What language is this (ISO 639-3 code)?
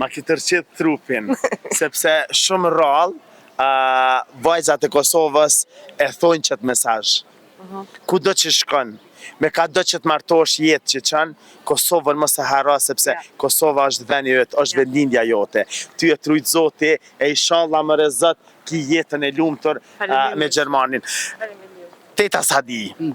sqi